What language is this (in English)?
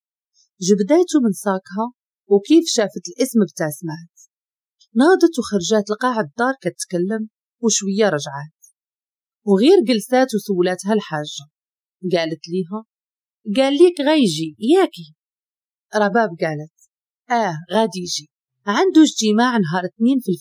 Moroccan Arabic